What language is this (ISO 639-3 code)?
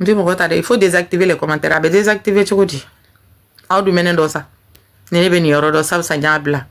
bam